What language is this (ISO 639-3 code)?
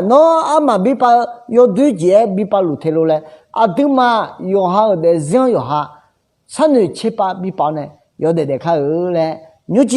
ahk